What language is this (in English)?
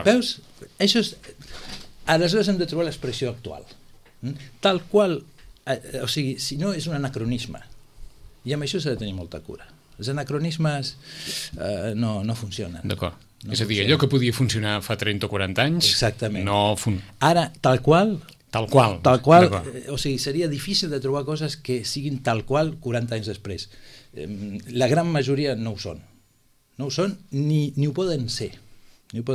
Catalan